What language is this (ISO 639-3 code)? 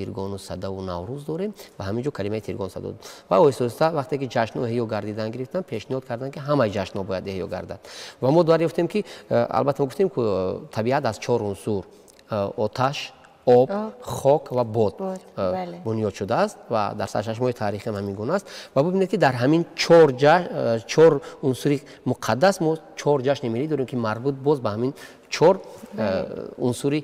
tgk